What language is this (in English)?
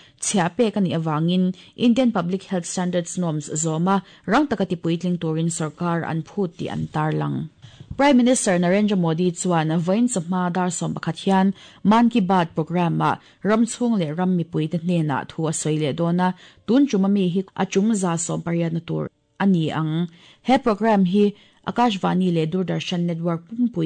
Mizo